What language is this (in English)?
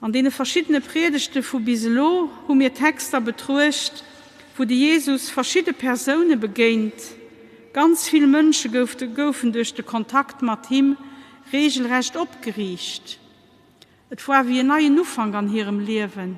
Luxembourgish